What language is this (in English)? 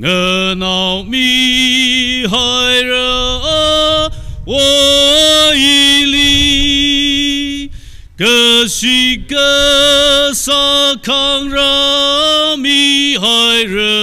Tangkhul Naga (India)